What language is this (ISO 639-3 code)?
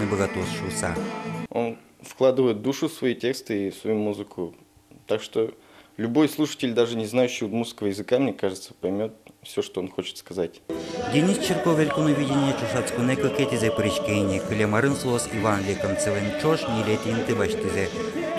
udm